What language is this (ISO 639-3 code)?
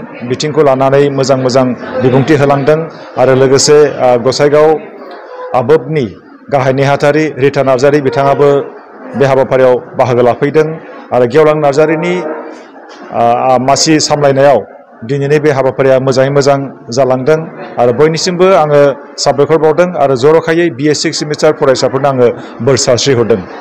brx